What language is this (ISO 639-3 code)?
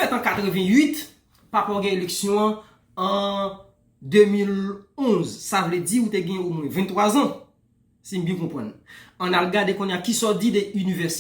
hat